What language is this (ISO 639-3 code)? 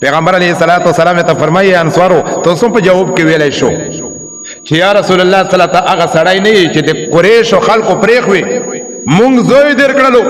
pus